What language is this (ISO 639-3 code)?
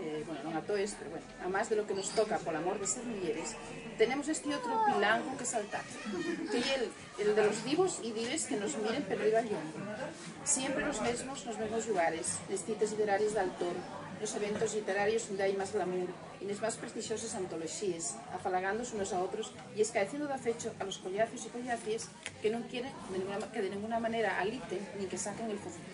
ast